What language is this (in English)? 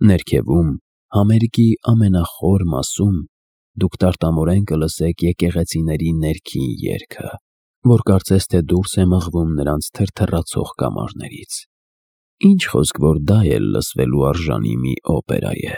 Armenian